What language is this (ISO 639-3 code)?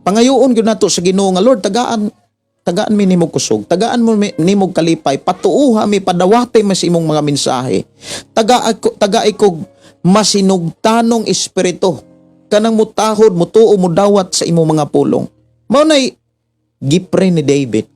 ceb